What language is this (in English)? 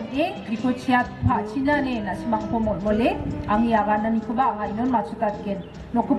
Garo